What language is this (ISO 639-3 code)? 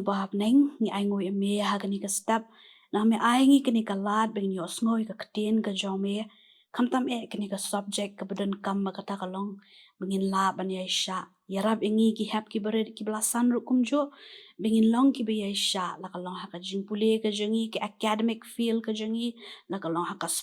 kha